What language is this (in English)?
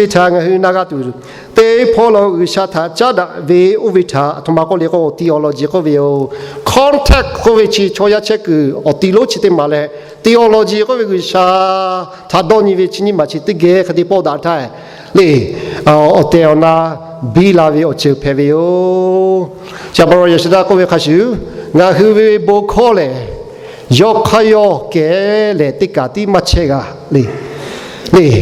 Lahu